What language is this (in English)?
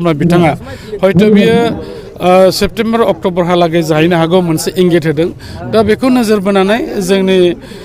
Bodo